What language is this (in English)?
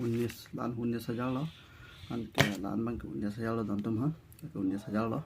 Karbi